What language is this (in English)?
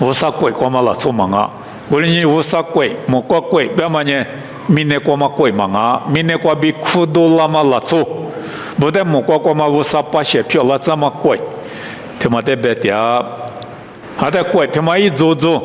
Lisu